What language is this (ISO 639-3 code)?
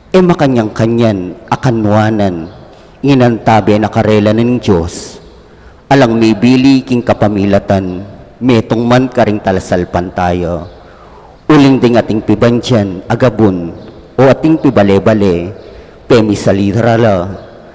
pam